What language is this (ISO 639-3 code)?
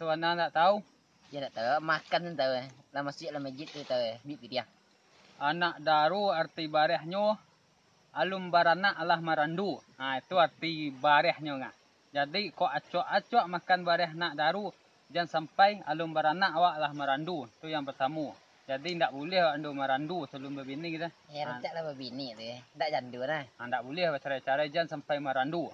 min